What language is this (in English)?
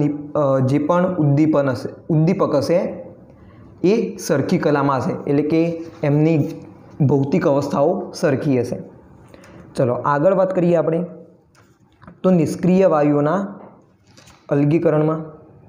Gujarati